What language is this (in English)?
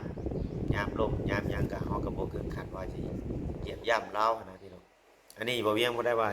Lao